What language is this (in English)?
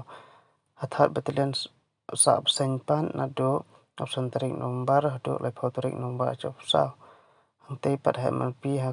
Khasi